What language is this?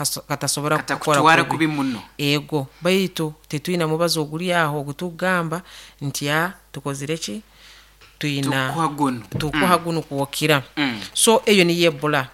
Nyoro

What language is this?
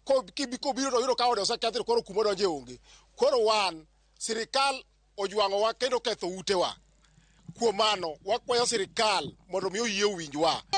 Luo (Kenya and Tanzania)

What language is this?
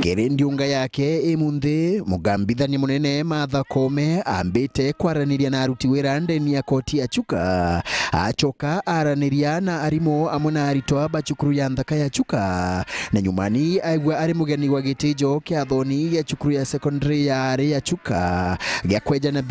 Meru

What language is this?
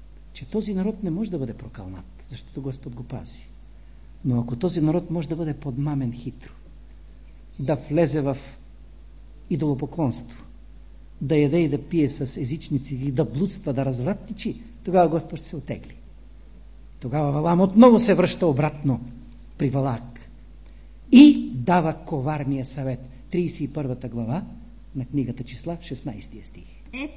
Bulgarian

